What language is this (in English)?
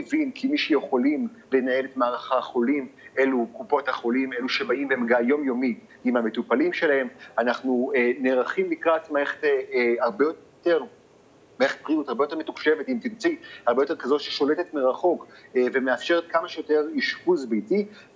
Hebrew